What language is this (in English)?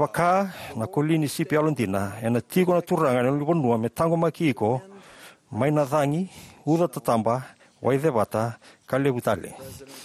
Fijian